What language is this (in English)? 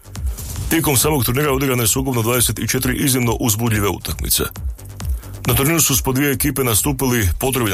Croatian